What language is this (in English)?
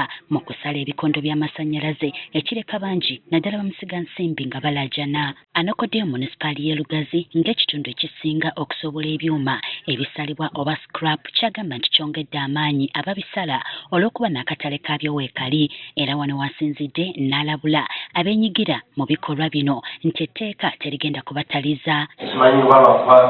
Ganda